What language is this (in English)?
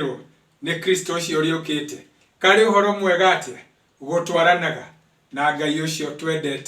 Kikuyu